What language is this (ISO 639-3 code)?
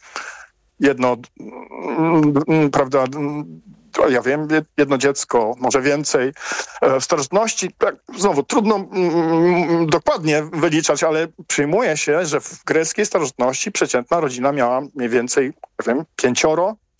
pol